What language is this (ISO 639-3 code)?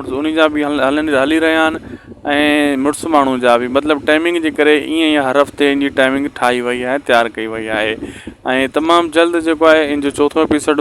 snd